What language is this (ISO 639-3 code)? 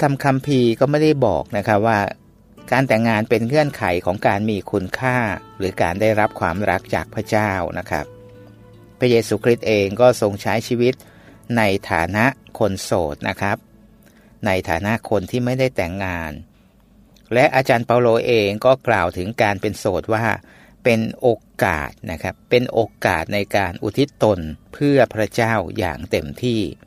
tha